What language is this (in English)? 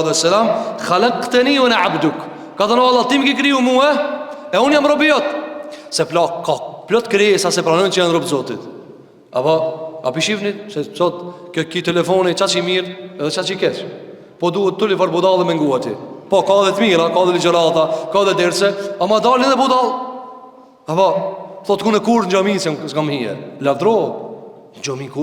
Albanian